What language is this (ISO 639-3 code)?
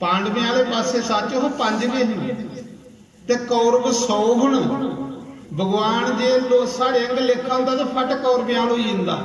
doi